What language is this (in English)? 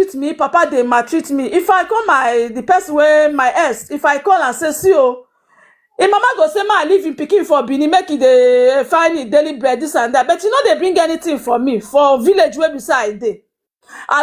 Nigerian Pidgin